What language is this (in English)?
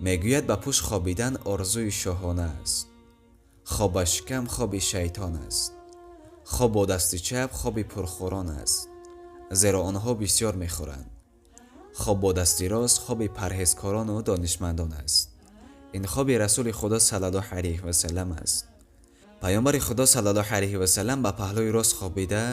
Tajik